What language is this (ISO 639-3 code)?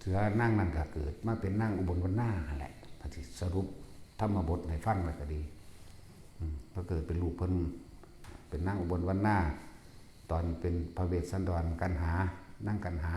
tts